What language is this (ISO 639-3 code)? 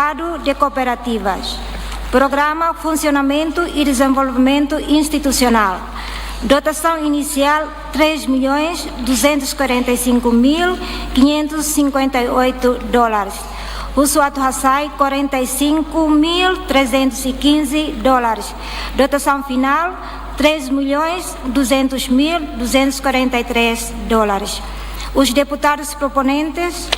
tet